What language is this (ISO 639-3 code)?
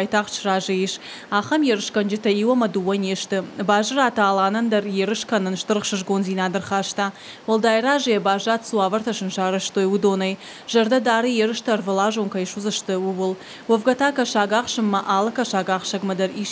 oss